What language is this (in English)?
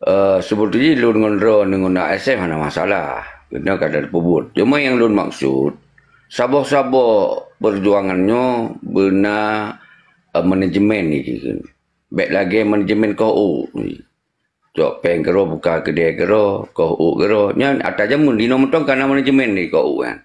Achinese